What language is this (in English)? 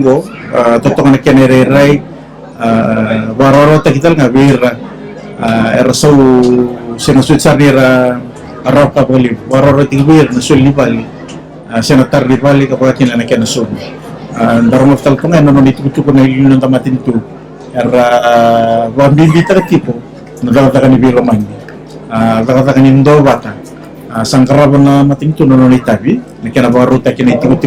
Fijian